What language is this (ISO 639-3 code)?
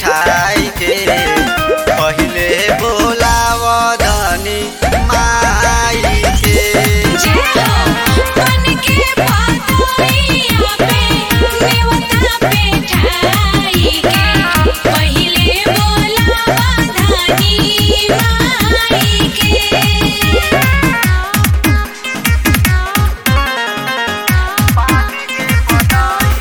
bho